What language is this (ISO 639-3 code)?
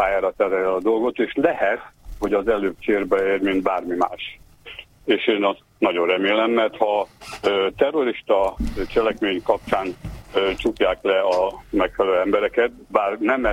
hun